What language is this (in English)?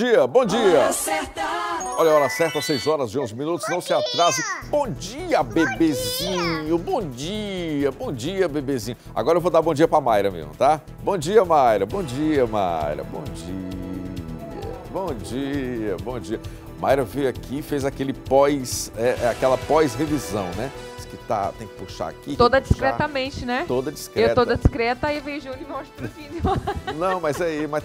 Portuguese